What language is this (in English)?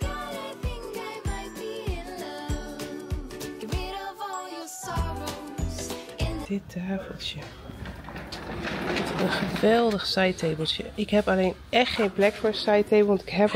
Dutch